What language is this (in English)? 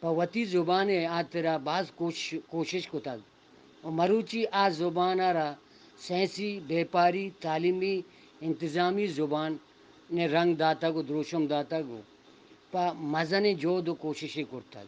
Eastern Balochi